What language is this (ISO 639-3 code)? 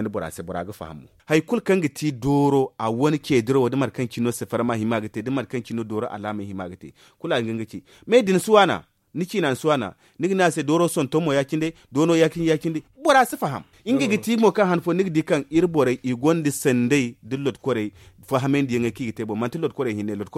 dje